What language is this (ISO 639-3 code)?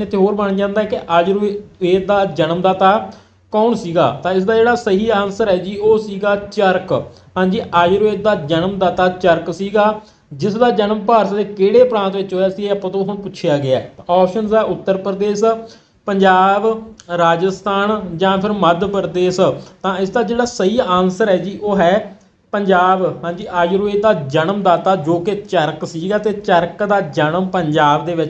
pan